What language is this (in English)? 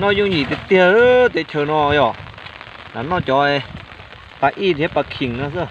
Hmong